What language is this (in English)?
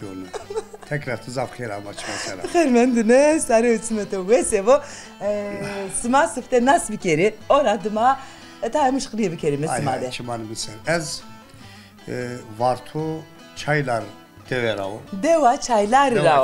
Zaza